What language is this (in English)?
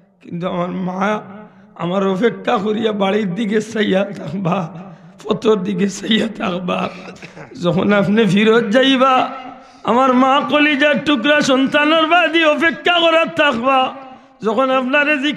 Sylheti